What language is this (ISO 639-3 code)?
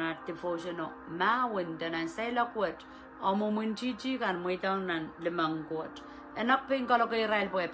pon